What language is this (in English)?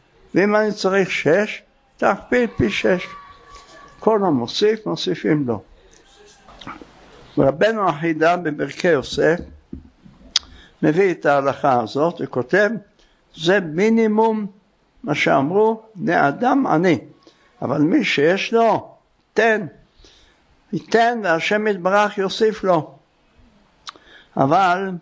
Hebrew